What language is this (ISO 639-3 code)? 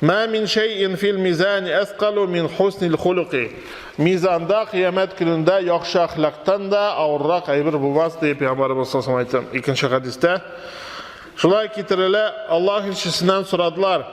tat